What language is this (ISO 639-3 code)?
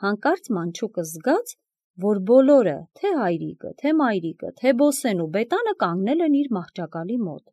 hye